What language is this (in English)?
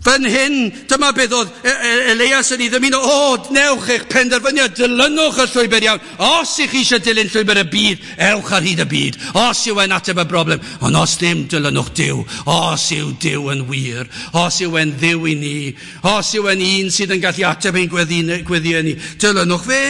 Welsh